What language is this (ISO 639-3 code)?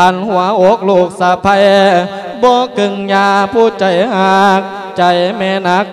lao